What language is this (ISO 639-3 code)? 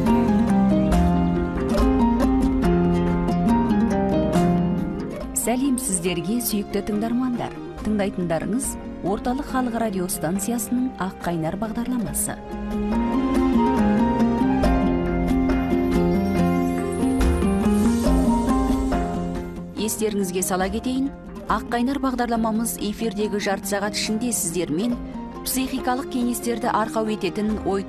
kaz